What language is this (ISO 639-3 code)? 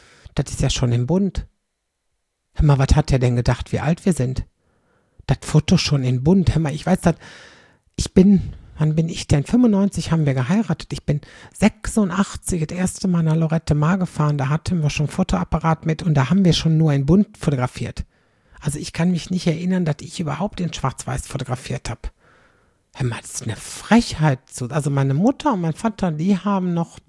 deu